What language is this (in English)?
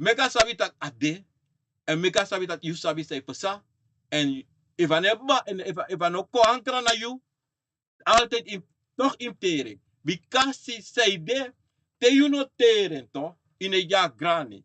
Sranan Tongo